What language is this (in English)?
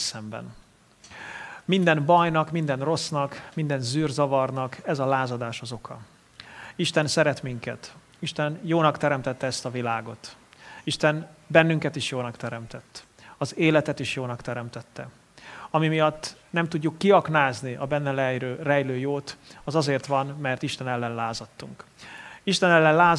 Hungarian